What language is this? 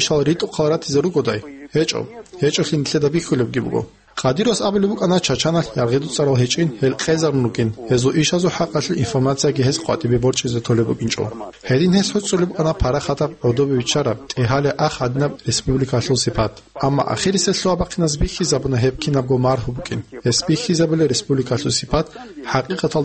Avaric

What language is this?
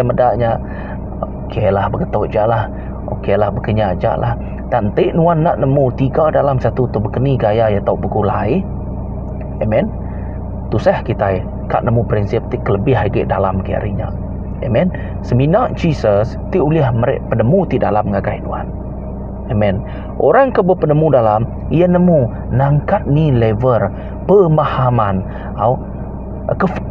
Iban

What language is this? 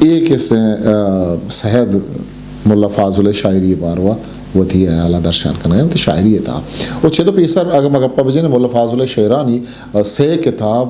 Eastern Balochi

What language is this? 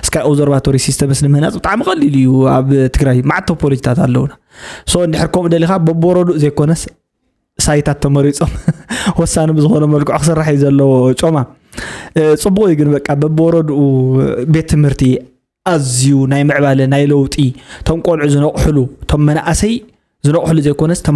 Tigrinya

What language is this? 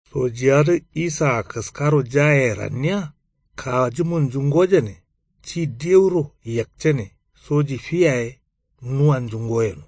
Kanuri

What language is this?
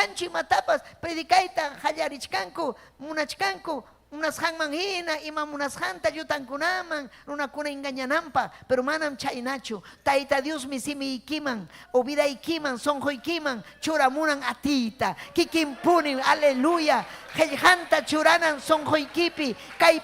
Ayacucho Quechua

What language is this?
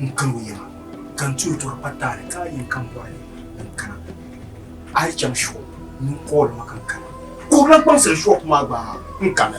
Dagbani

